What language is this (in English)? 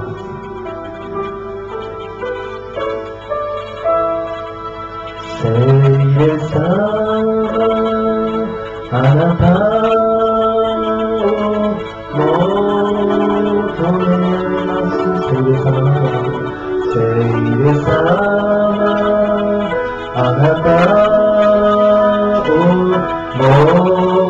Japanese